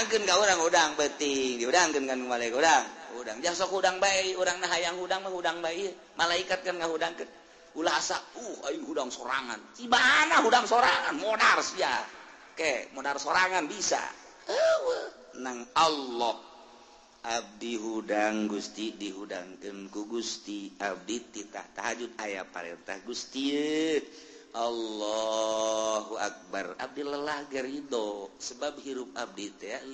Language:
Sundanese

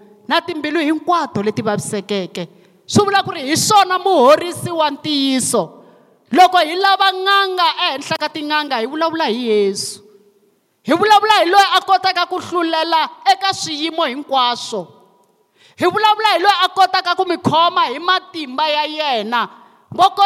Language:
Tsonga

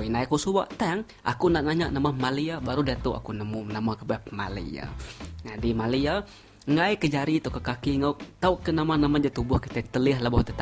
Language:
Iban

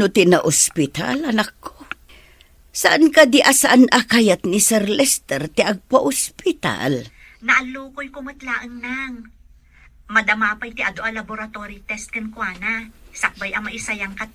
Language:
Iloko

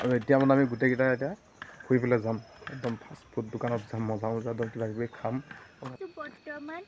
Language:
Assamese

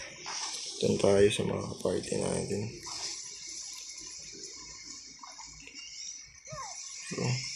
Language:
Filipino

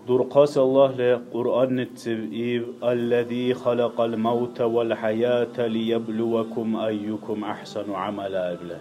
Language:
Dargwa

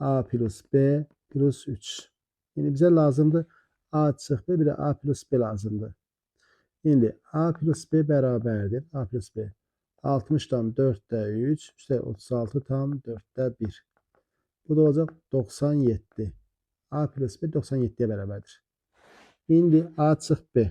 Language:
Azerbaijani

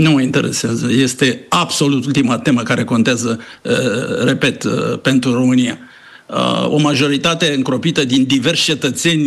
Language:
Romanian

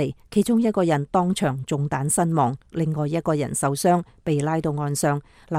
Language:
Cantonese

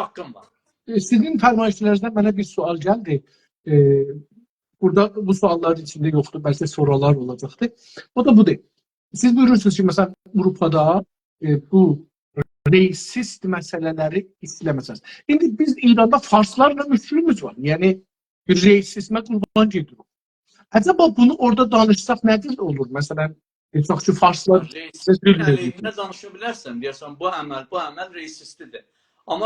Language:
South Azerbaijani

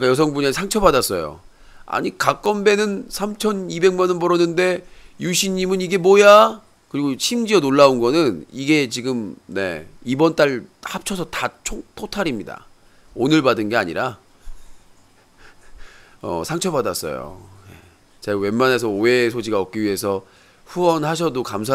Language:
Korean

